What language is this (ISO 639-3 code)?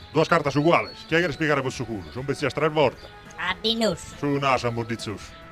srd